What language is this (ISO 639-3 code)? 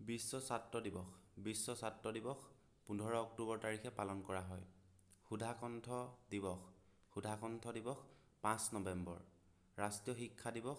asm